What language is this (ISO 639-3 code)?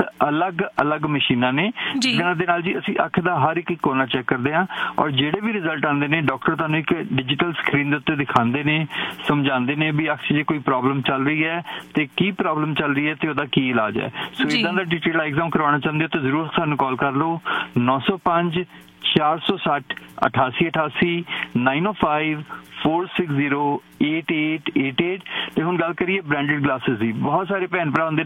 pan